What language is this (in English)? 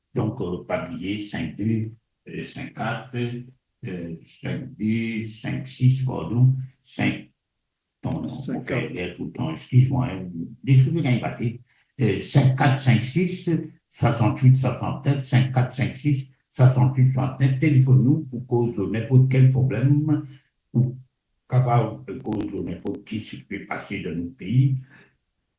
Morisyen